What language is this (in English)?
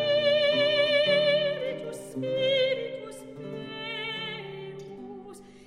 Estonian